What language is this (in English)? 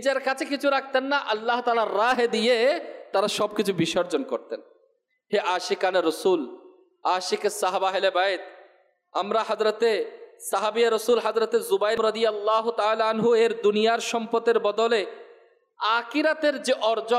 Bangla